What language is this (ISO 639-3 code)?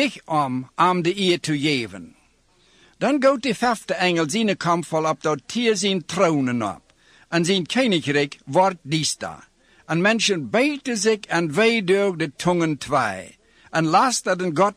nld